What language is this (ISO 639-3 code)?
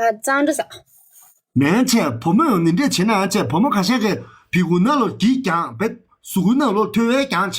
bod